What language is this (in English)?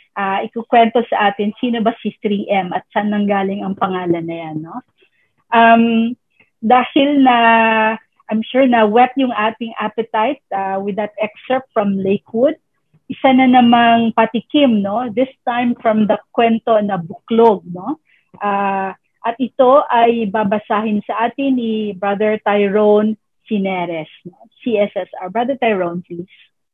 Filipino